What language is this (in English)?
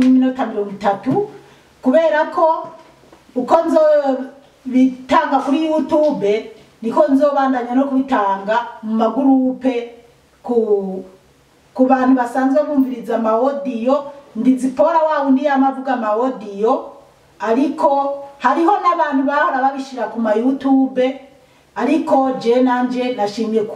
Rundi